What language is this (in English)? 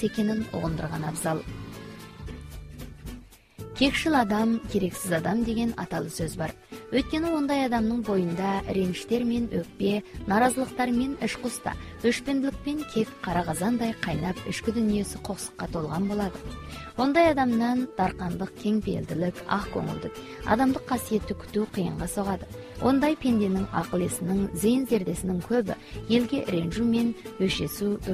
Kazakh